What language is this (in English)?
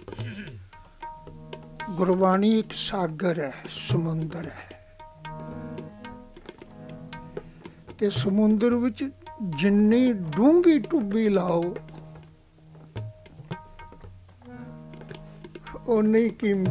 Punjabi